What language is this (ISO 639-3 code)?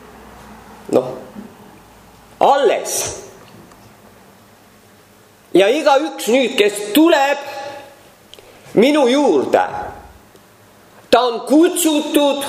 est